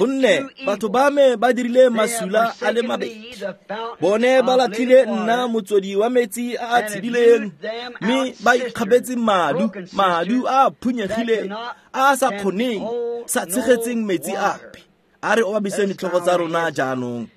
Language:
Tswana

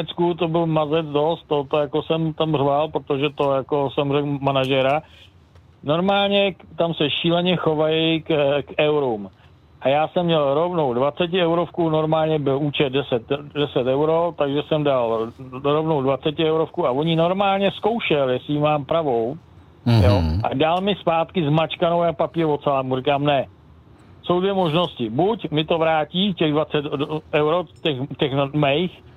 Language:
Czech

